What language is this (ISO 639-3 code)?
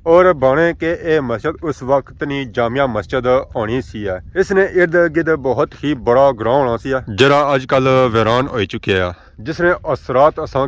phr